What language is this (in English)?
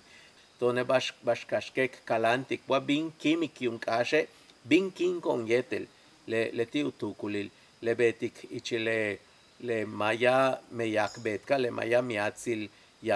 Yucateco